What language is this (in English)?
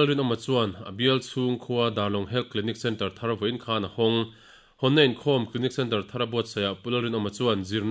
Mizo